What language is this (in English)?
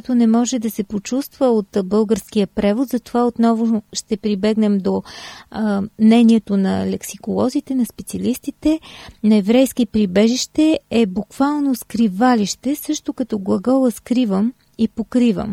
Bulgarian